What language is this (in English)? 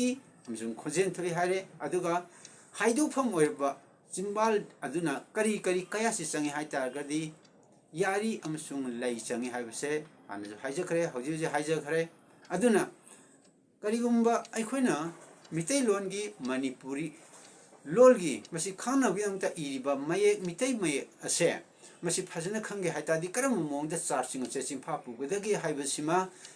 Manipuri